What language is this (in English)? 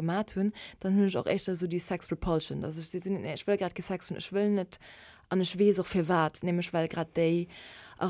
Luxembourgish